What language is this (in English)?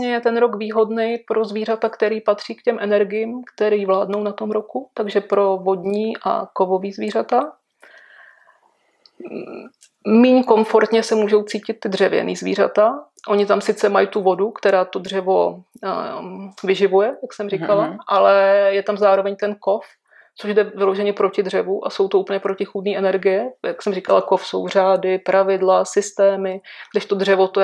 Czech